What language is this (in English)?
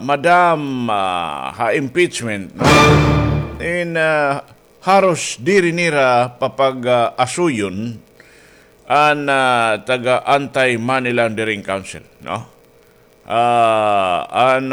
Waray